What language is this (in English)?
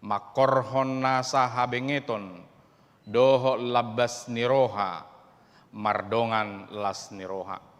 Batak Toba